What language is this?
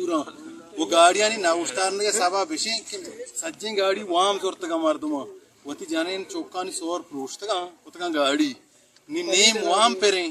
Baluchi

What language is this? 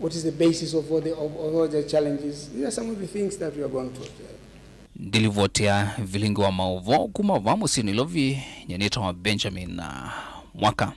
Kamba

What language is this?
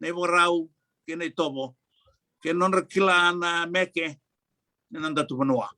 Fijian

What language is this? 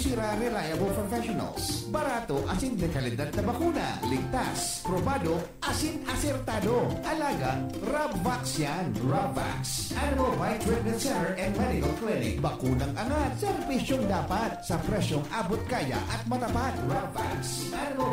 Bikol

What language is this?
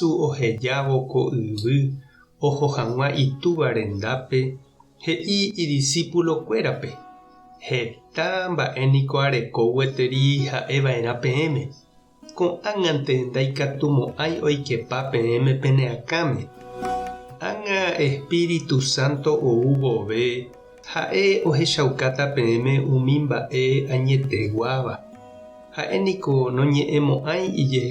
Guarani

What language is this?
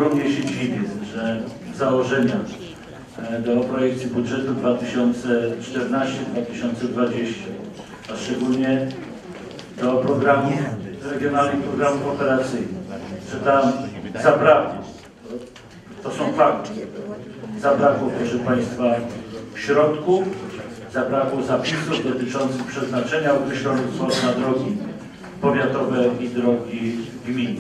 Polish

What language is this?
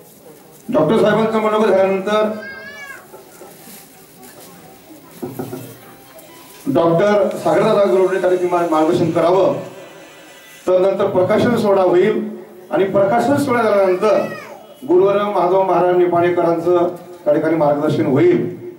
Marathi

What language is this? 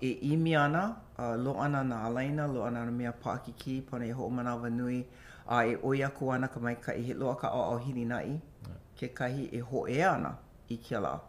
Hawaiian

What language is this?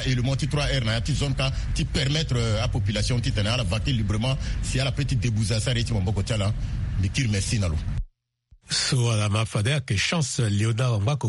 Sango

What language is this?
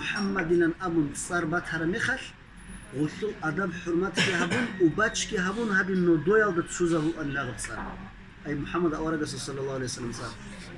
Avaric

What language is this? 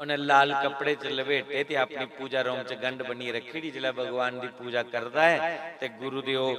Dogri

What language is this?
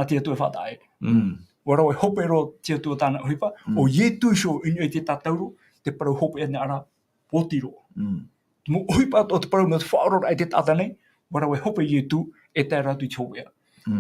Tahitian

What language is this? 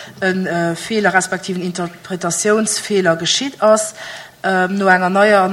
Luxembourgish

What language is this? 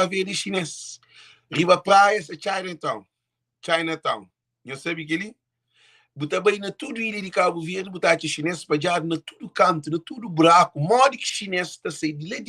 Kabuverdianu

